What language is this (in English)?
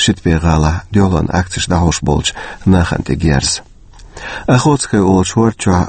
Chechen